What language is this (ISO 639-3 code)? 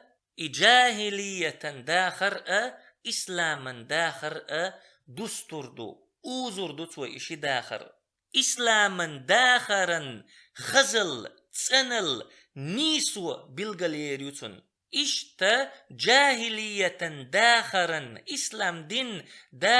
che